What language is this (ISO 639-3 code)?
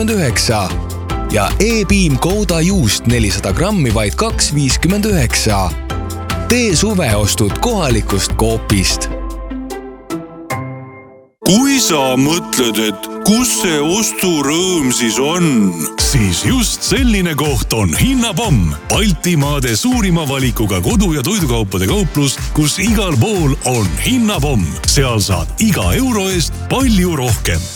est